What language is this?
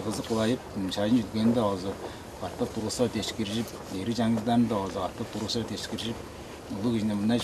Tuvinian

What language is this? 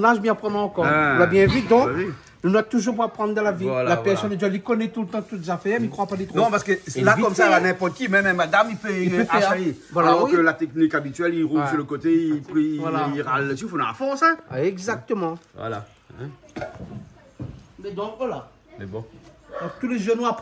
Réunion Creole French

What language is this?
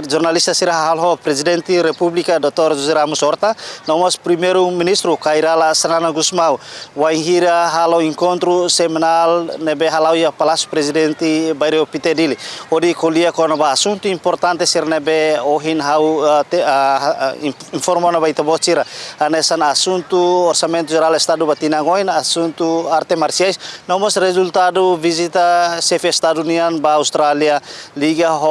Tetum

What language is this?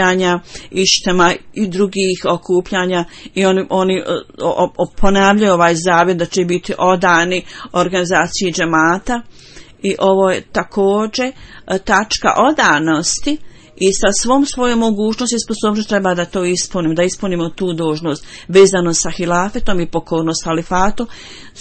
Bosnian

